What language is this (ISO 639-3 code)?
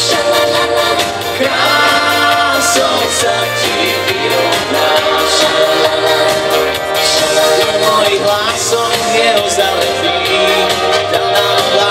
slk